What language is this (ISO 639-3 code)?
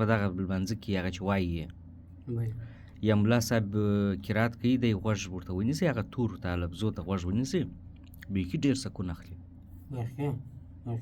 pus